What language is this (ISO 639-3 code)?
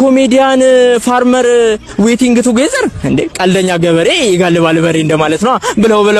amh